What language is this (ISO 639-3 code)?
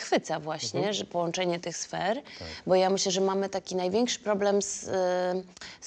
pol